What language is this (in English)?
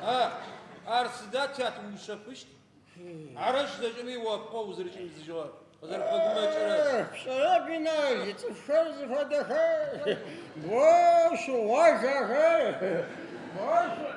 Adyghe